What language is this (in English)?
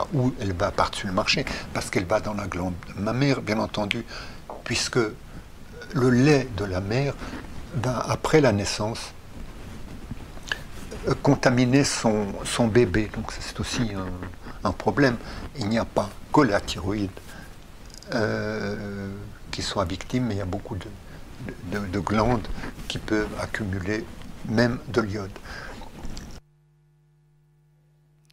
French